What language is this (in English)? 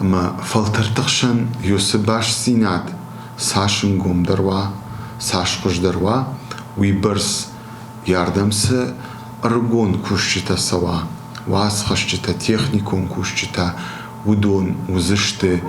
Ossetic